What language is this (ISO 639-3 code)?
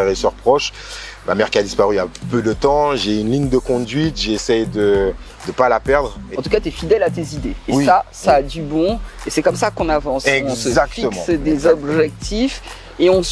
fra